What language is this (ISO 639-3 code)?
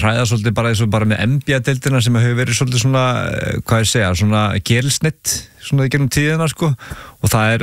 isl